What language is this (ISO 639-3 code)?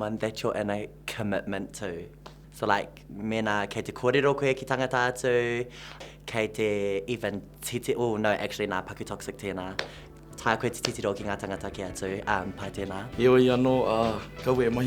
mri